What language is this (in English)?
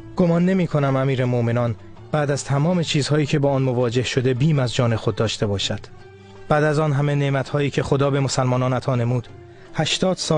Tajik